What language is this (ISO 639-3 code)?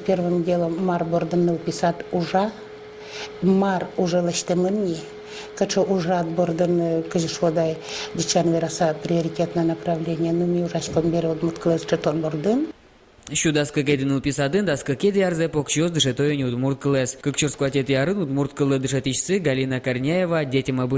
udm